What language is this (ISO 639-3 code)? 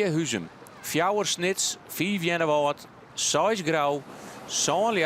fry